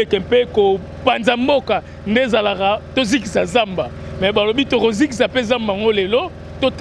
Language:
Lingala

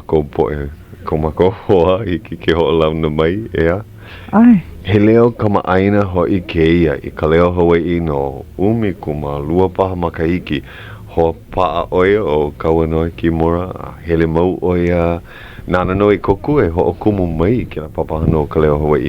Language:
Hawaiian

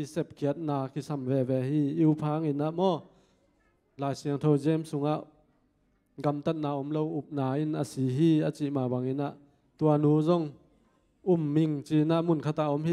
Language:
Tedim Chin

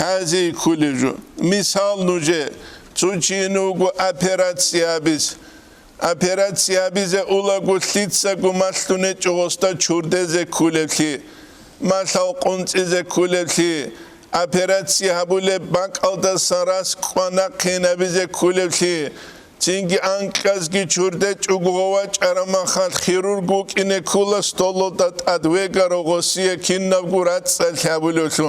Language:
Avaric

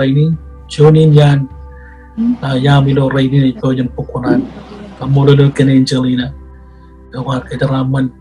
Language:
Marshallese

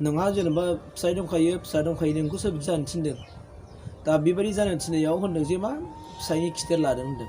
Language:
Bodo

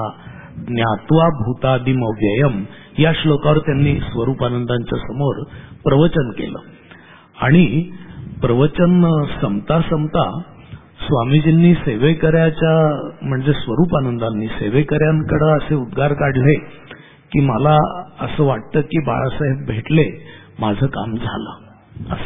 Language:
Marathi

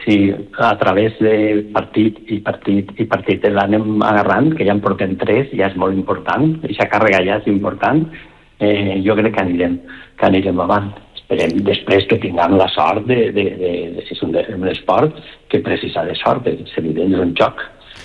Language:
Catalan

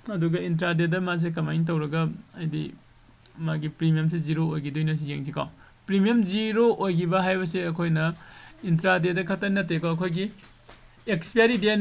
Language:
Manipuri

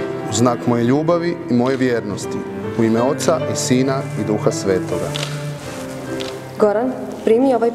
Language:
Croatian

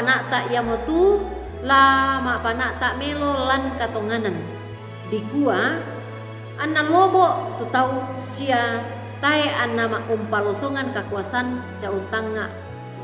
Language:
Toraja-Sa'dan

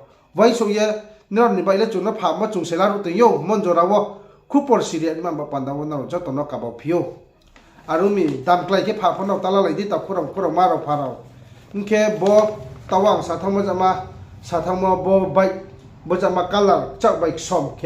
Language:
Riang (India)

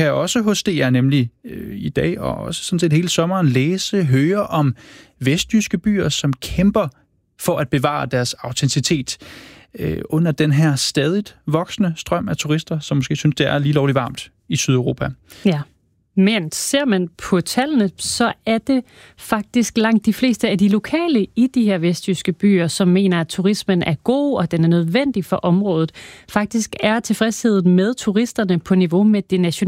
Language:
Danish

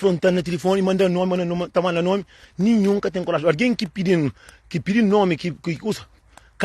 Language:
Kabuverdianu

